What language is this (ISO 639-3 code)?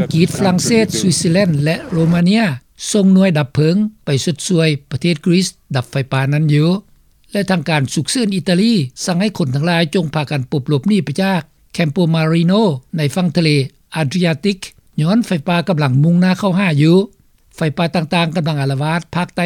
lao